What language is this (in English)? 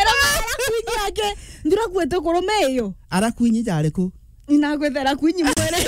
Meru